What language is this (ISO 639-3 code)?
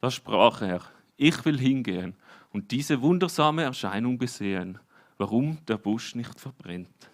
gsw